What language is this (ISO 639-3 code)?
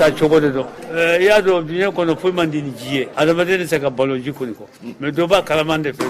bam